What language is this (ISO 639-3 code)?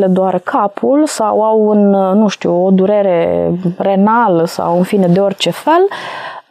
ron